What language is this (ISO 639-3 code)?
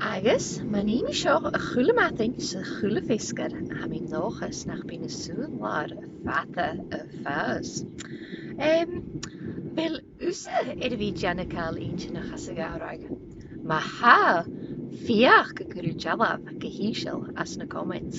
gla